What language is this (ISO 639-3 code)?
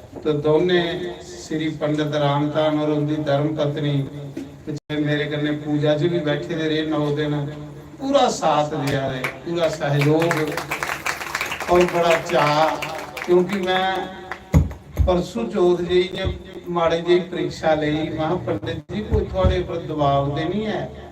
doi